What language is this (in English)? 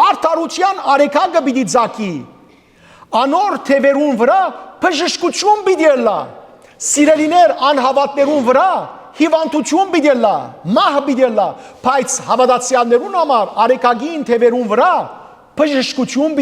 Western Armenian